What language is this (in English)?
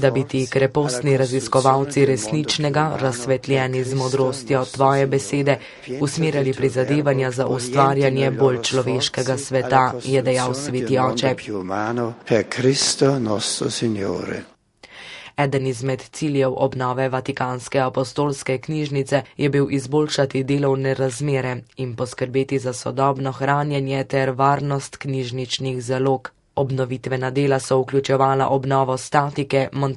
Slovenian